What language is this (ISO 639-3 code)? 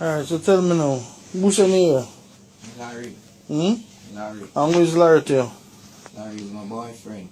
jam